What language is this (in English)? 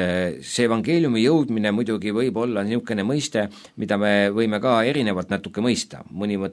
Estonian